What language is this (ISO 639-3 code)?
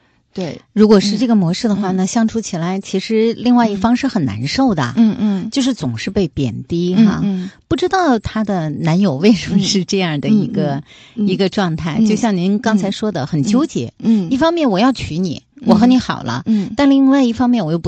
zho